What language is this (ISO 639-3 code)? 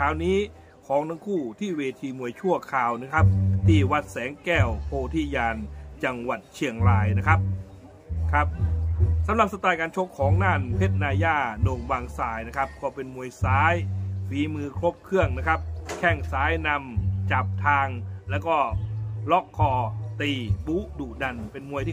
tha